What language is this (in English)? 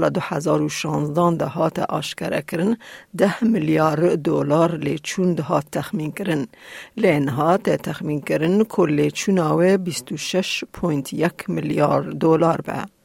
Kurdish